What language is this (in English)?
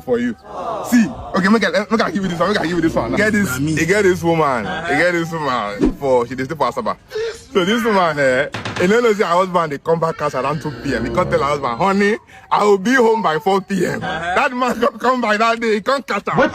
Nigerian Pidgin